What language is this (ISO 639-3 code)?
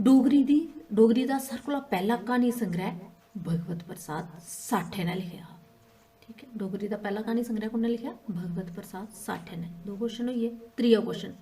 doi